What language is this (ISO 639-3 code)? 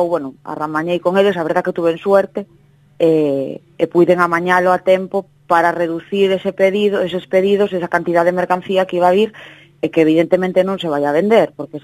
glg